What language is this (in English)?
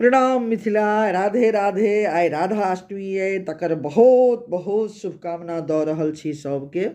Maithili